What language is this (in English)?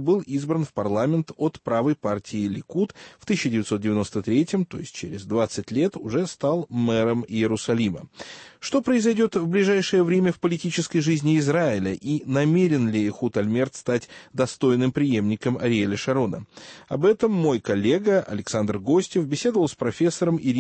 Russian